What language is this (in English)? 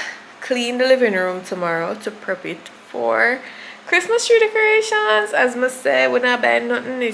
Jamaican Creole English